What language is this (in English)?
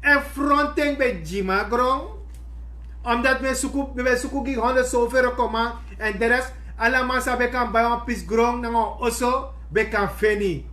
Sranan Tongo